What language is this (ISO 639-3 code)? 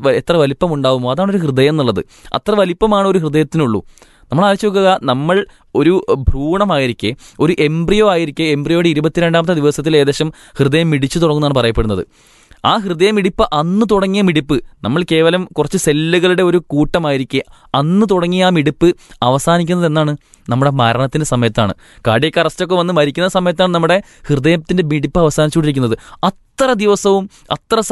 mal